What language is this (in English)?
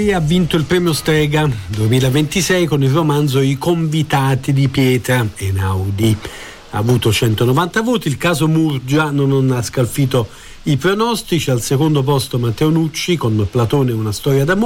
Italian